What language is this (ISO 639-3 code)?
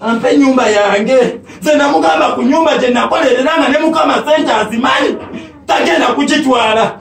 lug